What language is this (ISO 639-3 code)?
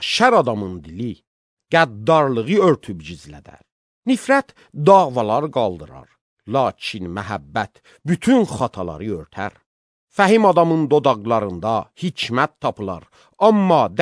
aze